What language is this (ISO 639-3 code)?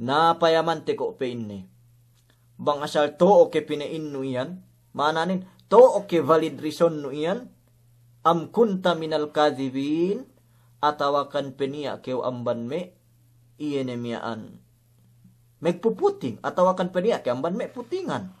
yka